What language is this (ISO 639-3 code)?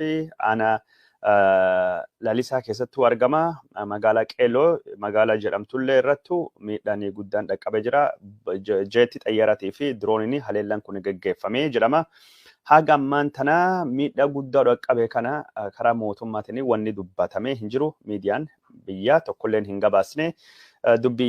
orm